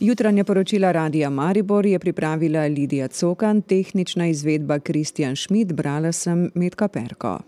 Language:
Slovenian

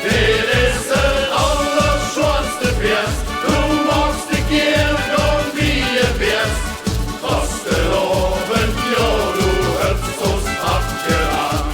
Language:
Limburgish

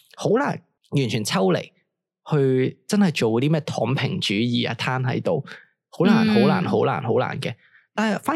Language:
Cantonese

